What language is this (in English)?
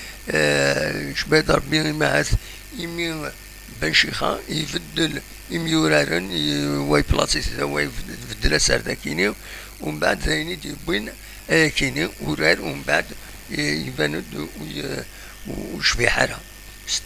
Kabyle